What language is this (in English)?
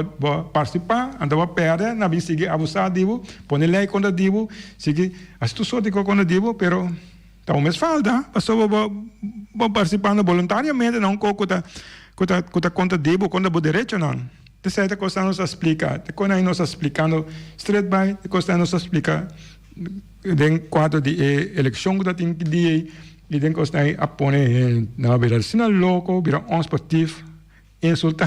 Papiamento